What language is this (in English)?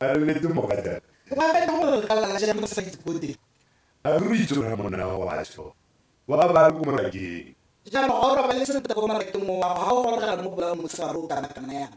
Tswana